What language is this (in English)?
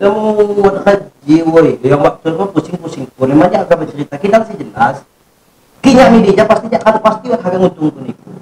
Lampung Api